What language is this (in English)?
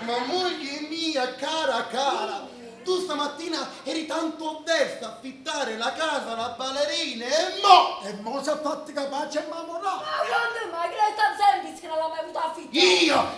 Neapolitan